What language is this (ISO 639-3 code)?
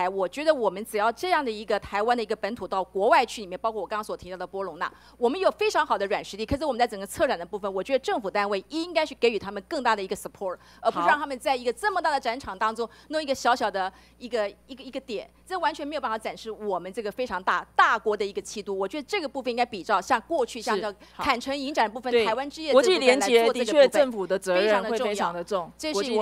zho